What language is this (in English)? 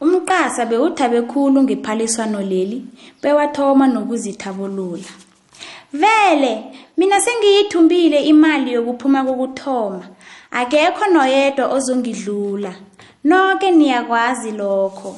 South Ndebele